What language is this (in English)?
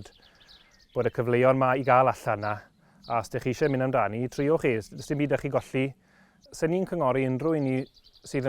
Welsh